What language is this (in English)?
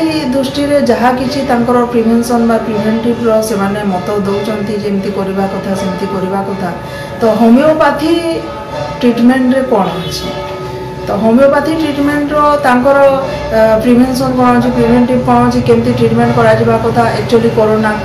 Odia